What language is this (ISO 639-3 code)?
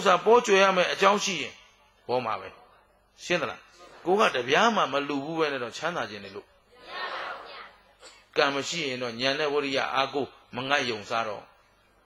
mya